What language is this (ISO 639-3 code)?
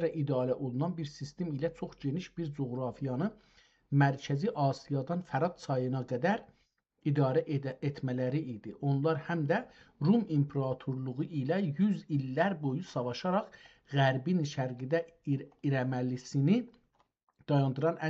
azb